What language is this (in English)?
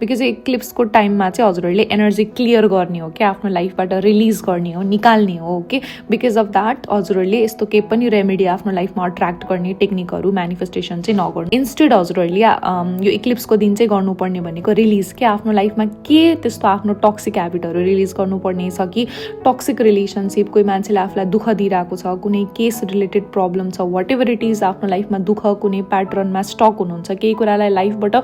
Nepali